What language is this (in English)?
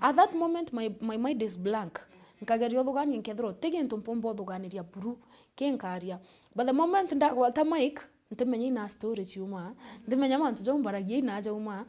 Meru